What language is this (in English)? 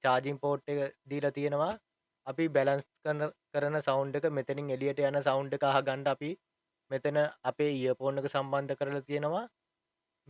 Sinhala